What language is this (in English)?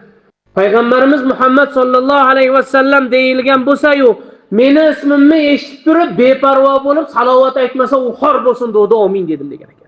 Uzbek